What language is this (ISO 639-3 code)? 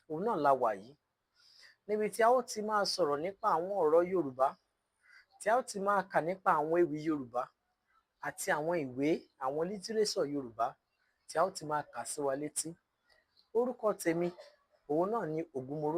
yor